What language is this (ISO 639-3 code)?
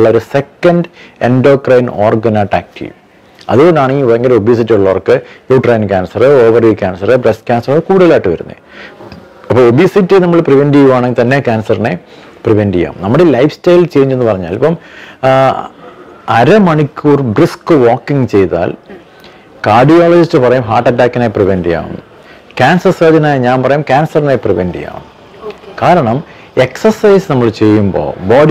mal